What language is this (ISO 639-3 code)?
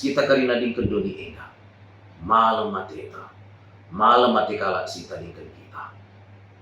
btx